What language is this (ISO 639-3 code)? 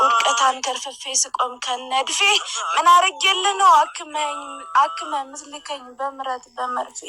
amh